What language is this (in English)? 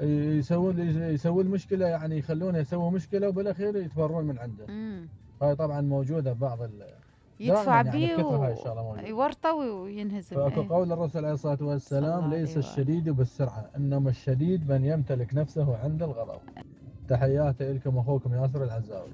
Mesopotamian Arabic